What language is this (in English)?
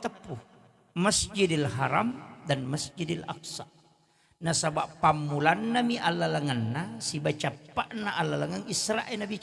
Buginese